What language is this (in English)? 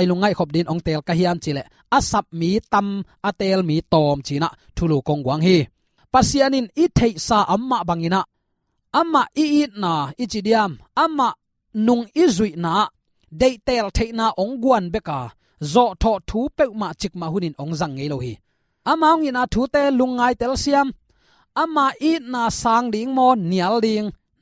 Tedim Chin